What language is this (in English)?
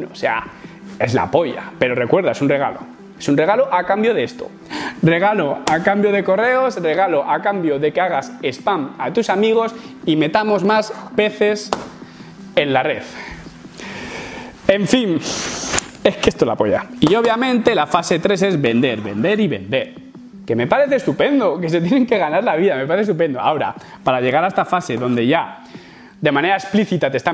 Spanish